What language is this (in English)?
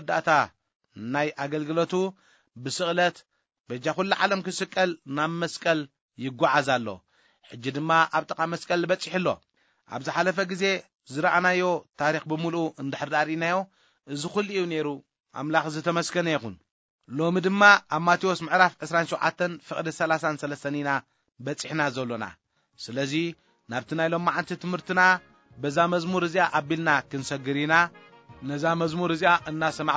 Tigrinya